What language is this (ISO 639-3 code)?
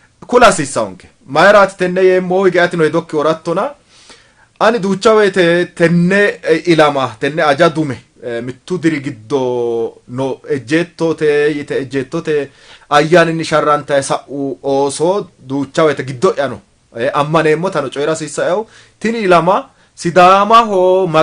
sid